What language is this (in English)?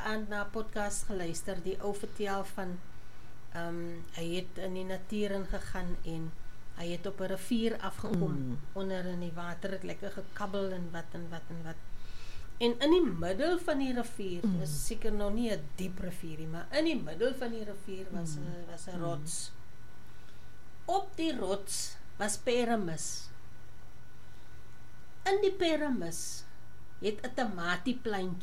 Afrikaans